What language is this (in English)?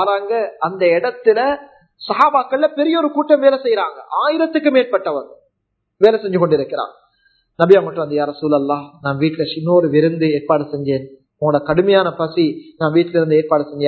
Tamil